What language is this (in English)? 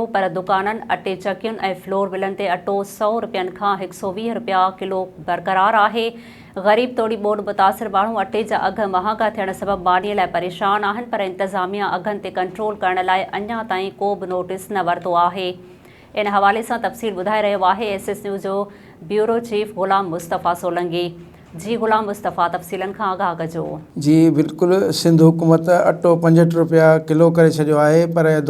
Sindhi